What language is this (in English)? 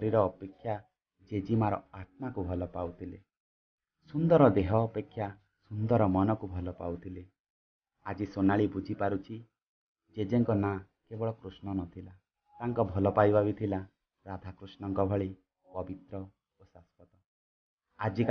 Odia